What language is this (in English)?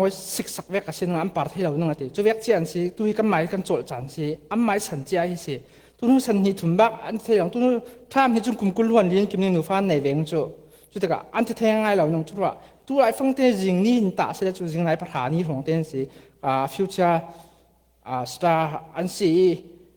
Falam Chin